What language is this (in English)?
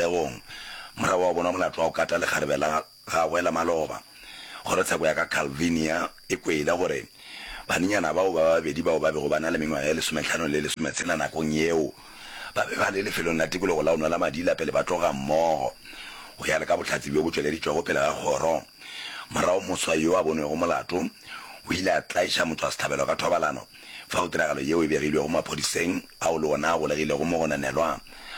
Northern Sotho